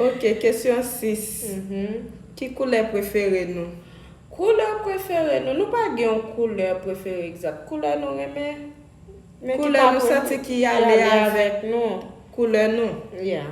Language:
Haitian Creole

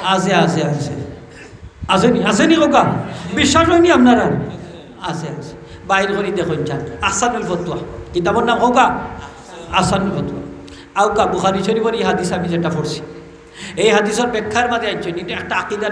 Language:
Sylheti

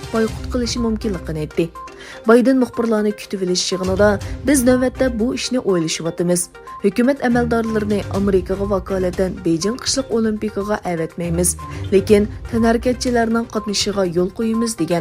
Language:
Uyghur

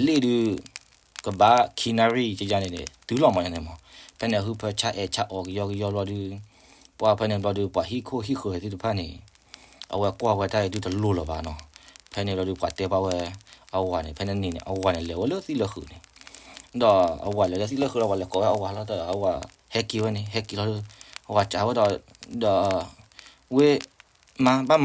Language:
S'gaw Karen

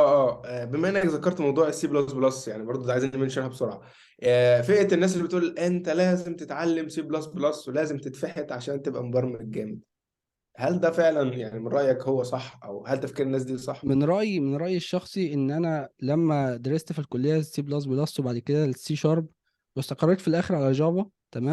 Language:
Egyptian Arabic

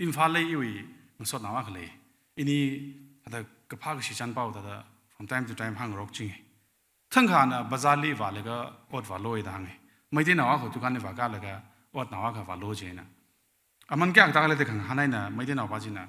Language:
Tangkhul Naga (India)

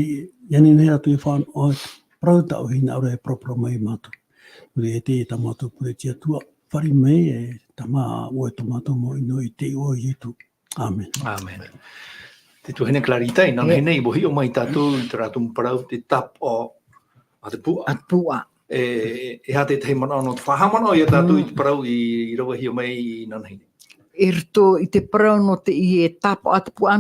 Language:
Tahitian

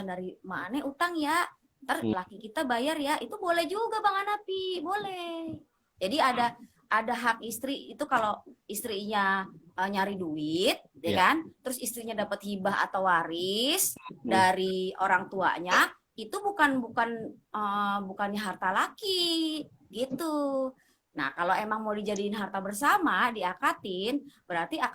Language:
Betawi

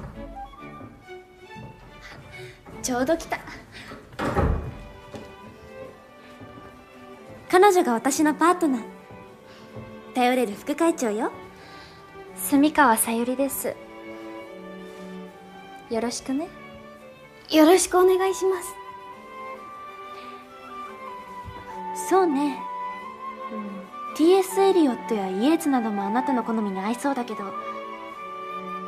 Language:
Japanese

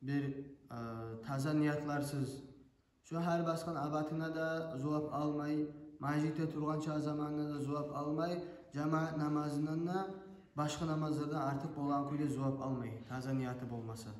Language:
Kumyk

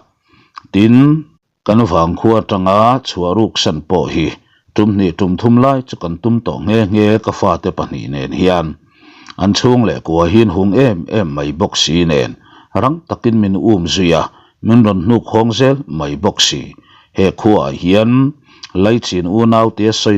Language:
Mizo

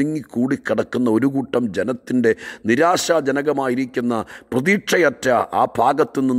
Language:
Malayalam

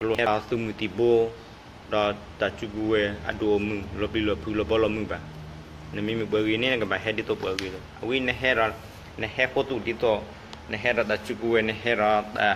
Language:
S'gaw Karen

